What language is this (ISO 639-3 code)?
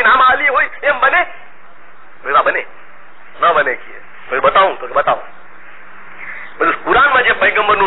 guj